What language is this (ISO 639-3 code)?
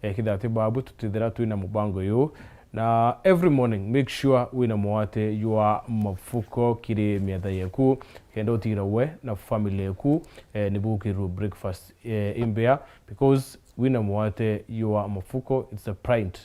mer